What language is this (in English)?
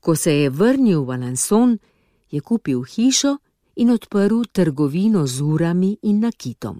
Slovenian